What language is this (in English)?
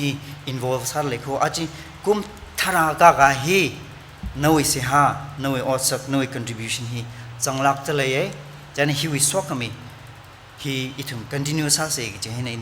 Tangkhul Naga (India)